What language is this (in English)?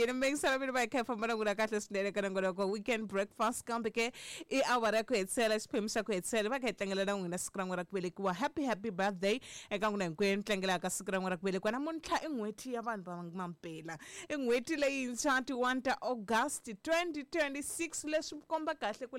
Tsonga